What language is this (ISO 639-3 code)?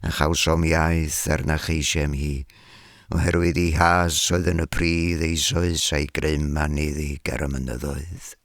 cym